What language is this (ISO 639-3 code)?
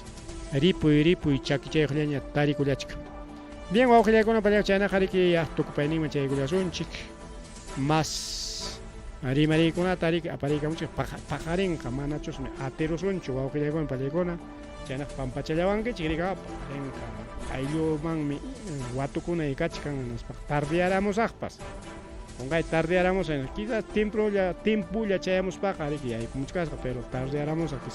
quy